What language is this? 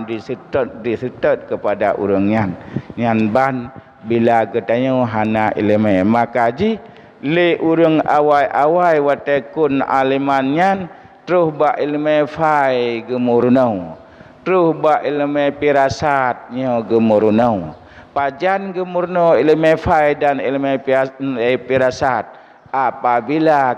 Achinese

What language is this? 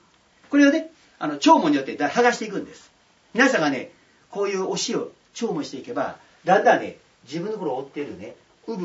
Japanese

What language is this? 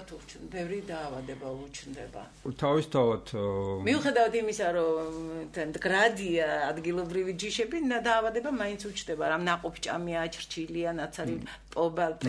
Georgian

